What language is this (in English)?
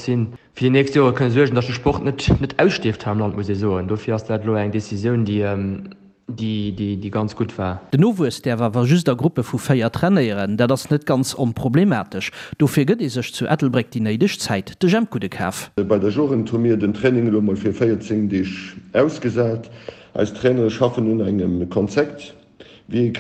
Luxembourgish